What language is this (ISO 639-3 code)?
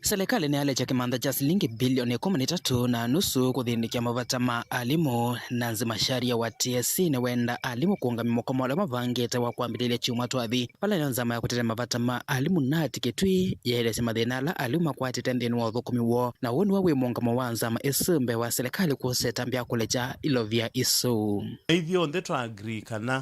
kam